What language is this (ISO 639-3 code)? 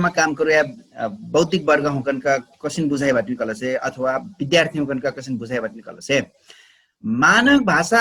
thl